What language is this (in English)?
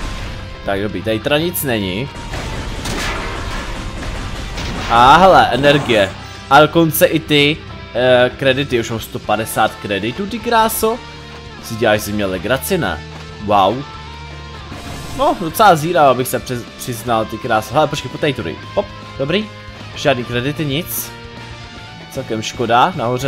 Czech